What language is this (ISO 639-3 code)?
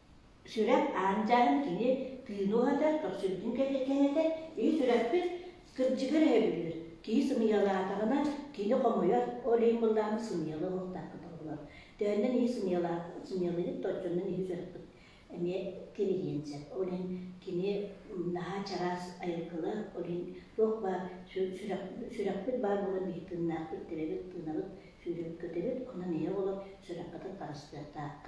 sah